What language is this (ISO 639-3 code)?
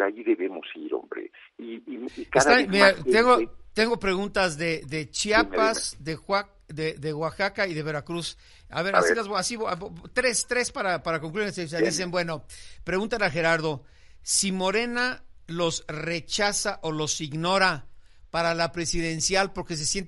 spa